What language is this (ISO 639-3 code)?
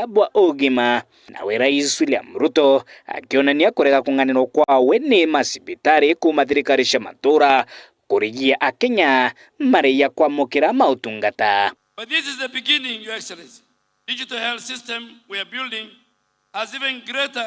mer